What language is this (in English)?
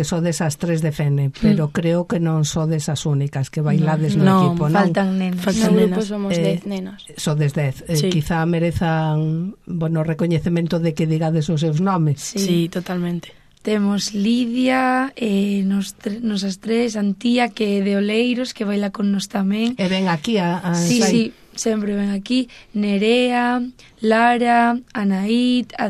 Galician